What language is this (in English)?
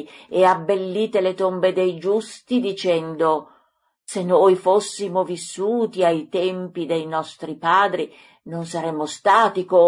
Italian